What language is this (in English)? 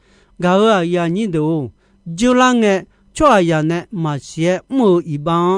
Akha